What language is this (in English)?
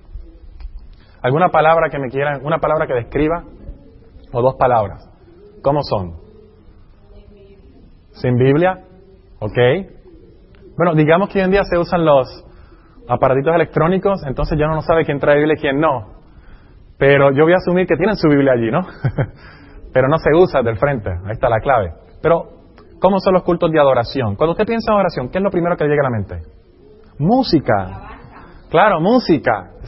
Spanish